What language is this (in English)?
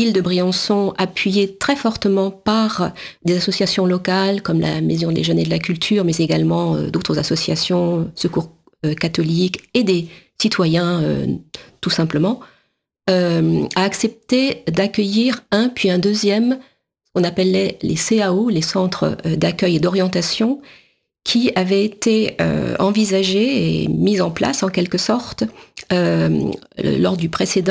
French